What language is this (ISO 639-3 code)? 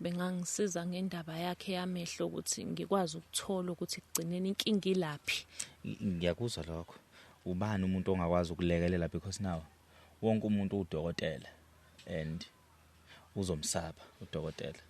zul